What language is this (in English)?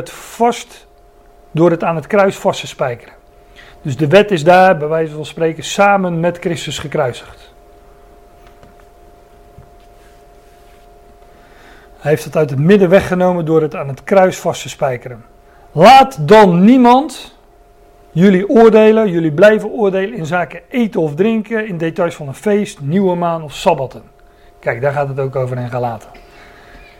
Dutch